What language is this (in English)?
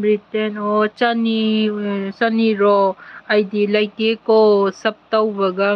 Manipuri